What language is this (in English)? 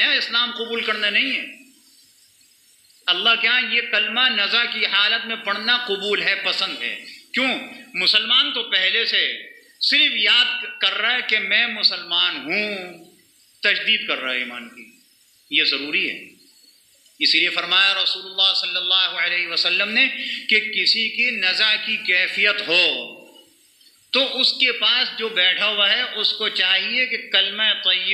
Urdu